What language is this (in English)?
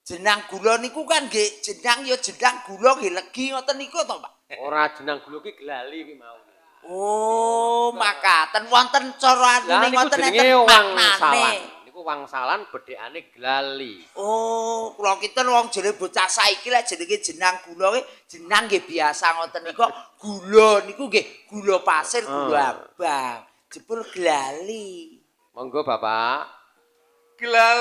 Javanese